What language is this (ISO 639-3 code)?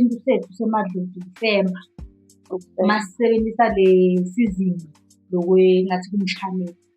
zul